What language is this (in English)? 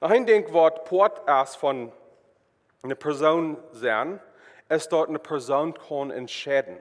Plautdietsch